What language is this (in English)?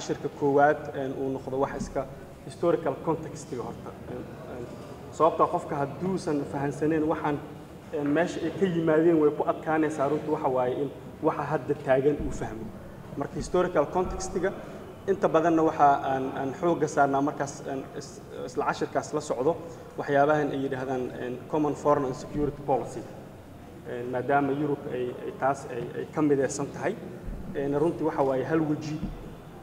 Somali